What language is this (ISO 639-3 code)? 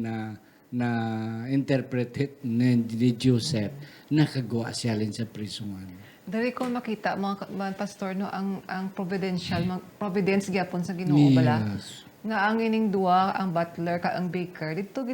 hil